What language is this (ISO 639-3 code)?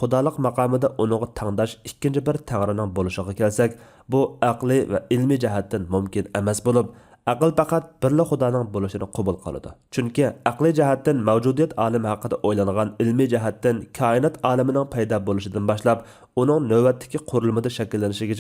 uig